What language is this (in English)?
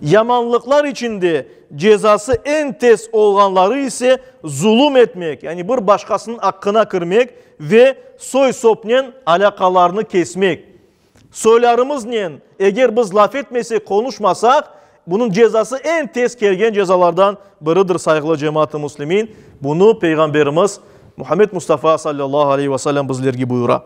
Crimean Tatar